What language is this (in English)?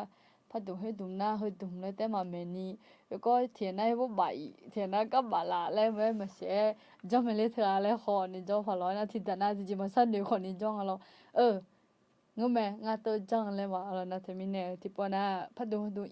Akha